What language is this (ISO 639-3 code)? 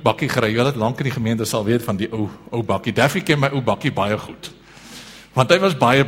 afr